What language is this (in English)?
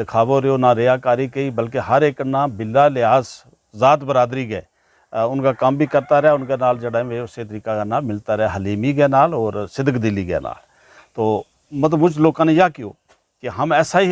Gujari